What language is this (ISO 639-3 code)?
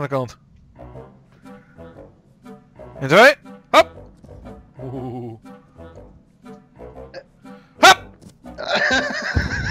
nld